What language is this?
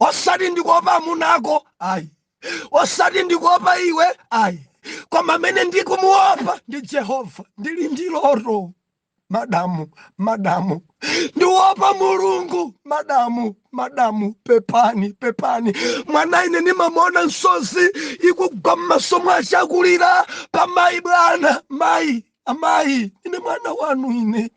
Nyanja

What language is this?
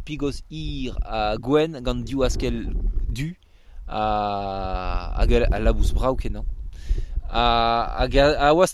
Breton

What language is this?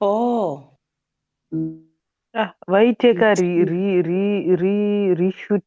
Shona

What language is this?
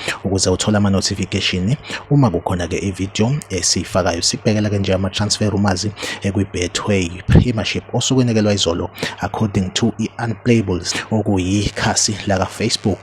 Zulu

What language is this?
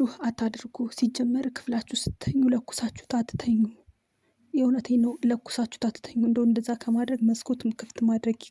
Amharic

